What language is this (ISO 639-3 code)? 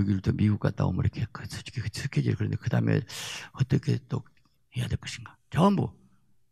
kor